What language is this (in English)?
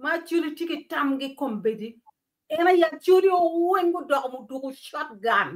Acoli